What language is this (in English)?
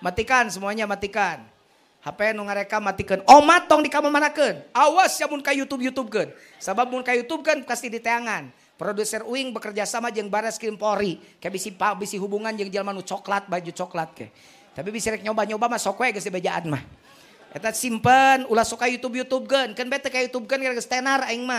Sundanese